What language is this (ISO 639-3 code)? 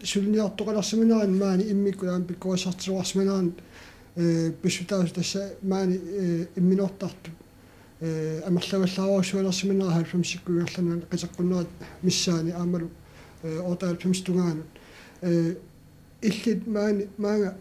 kal